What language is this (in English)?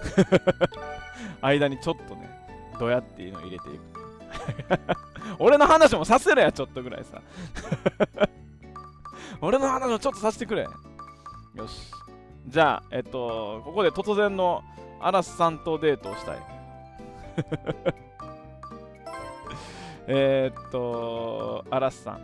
Japanese